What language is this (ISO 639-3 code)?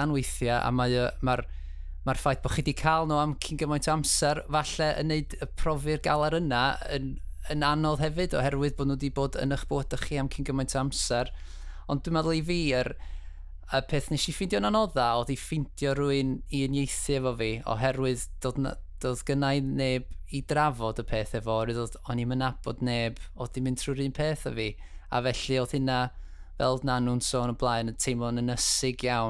cym